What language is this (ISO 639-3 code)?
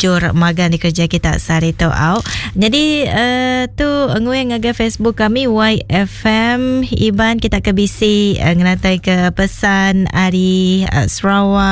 iba